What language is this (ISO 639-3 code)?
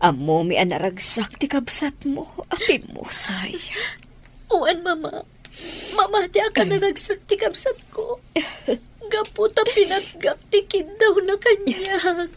ilo